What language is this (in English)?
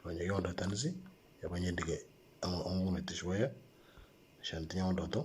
Moro